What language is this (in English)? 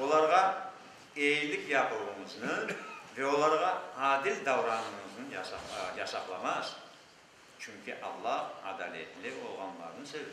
Crimean Tatar